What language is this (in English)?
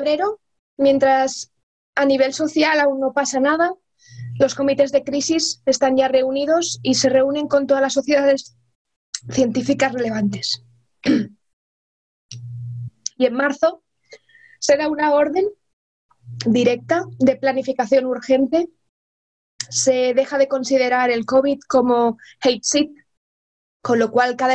Spanish